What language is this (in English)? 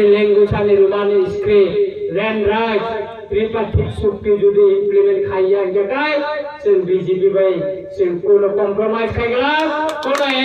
Kok Borok